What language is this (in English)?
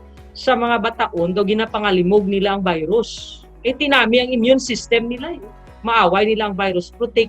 Hiligaynon